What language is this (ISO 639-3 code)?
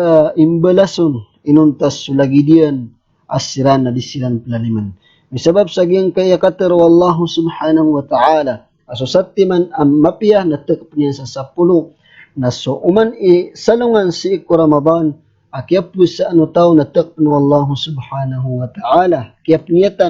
mrw